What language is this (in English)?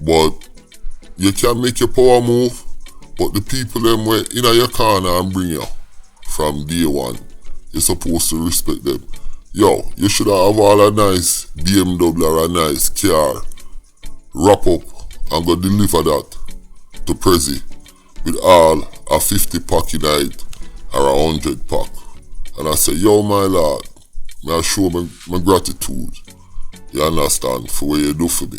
Jamaican Creole English